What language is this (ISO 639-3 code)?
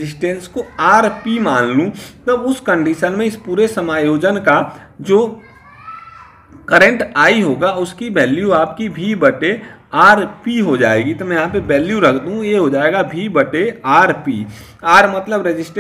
hin